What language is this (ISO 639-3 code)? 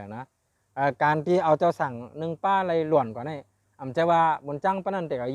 shn